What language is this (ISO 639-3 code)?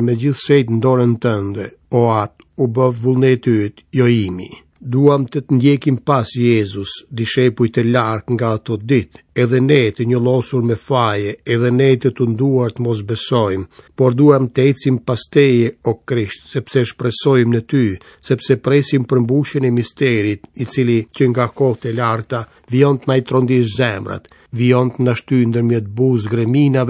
sqi